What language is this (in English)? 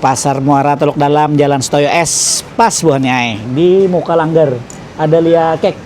Banjar